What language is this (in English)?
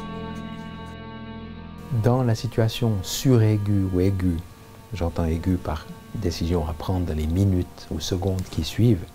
French